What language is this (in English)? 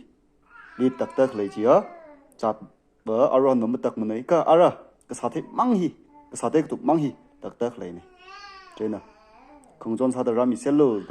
Tangkhul Naga (India)